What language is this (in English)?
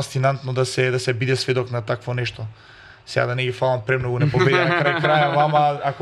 Macedonian